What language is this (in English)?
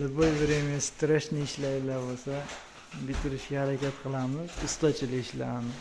Uzbek